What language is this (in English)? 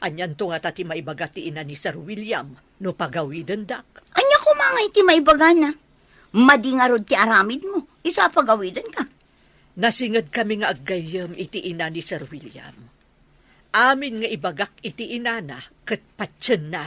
Iloko